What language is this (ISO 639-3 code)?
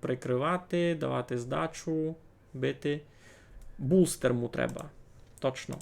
rue